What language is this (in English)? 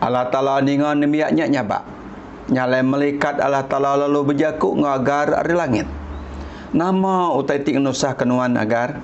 Iban